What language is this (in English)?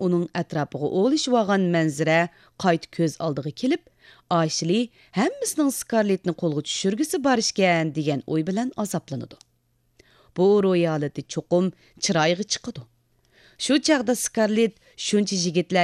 Uyghur